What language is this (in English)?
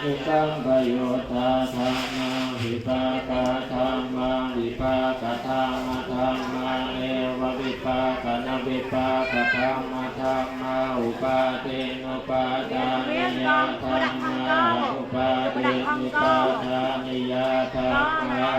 Pali